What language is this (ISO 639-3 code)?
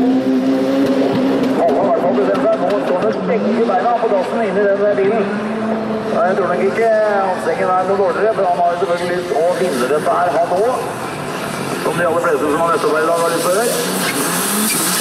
nor